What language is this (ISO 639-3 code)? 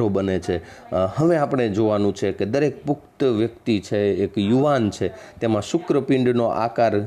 guj